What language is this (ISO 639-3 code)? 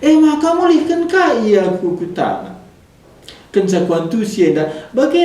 btx